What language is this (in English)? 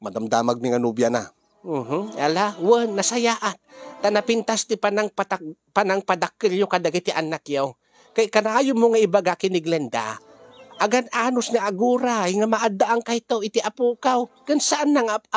Iloko